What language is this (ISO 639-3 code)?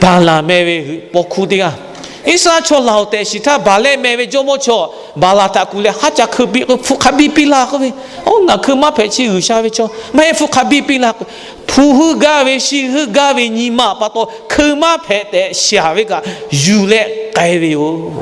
lhu